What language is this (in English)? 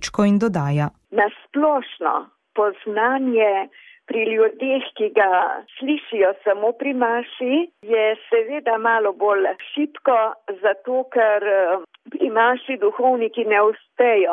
Slovenian